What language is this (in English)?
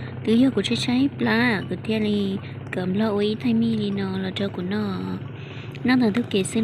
Hmong